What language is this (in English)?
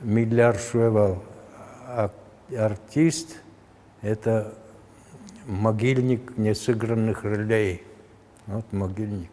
Udmurt